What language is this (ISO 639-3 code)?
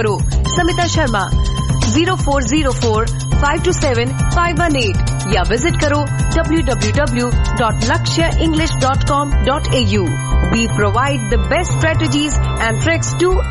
pan